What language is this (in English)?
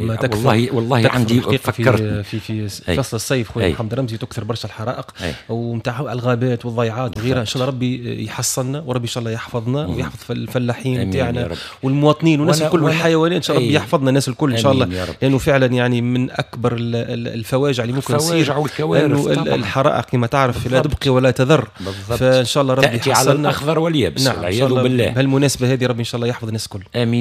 Tunisian Arabic